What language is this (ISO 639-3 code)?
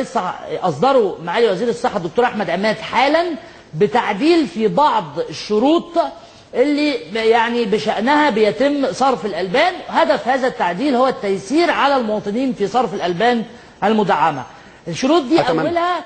arz